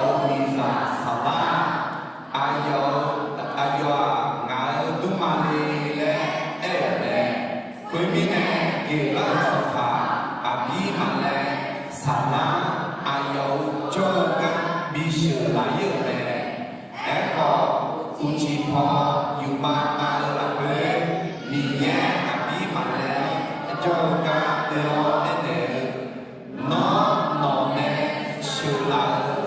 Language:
Akha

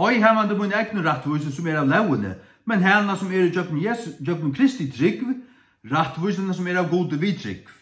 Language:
Faroese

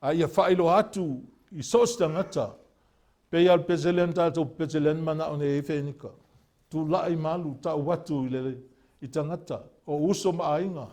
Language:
Samoan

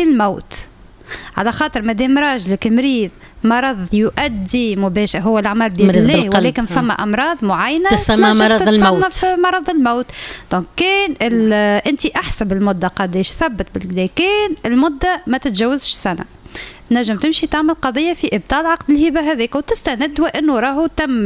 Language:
Tunisian Arabic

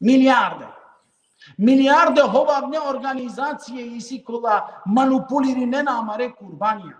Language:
Balkan Romani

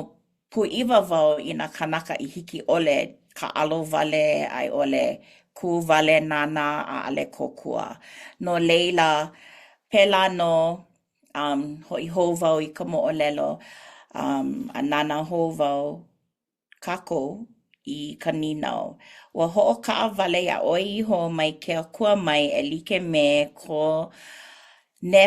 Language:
Hawaiian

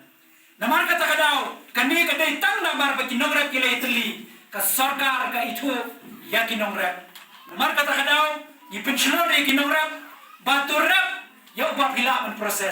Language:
Khasi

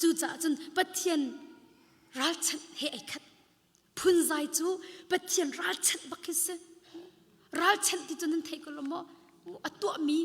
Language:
Hakha Chin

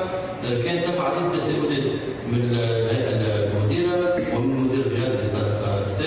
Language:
Tunisian Arabic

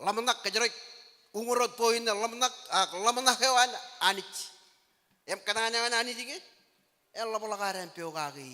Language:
Marshallese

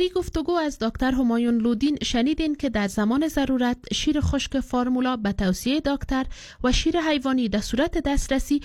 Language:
Persian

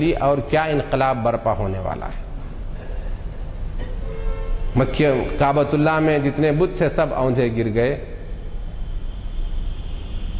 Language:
Urdu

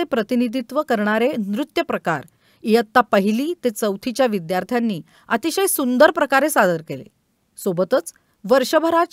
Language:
Marathi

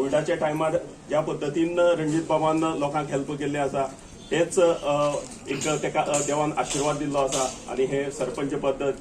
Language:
Konkani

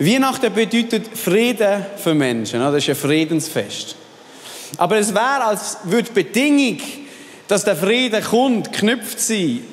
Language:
Swiss German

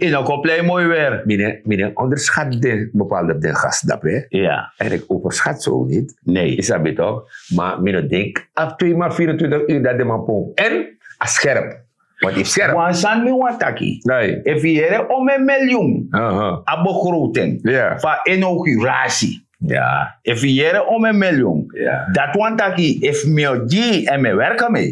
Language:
Sranan Tongo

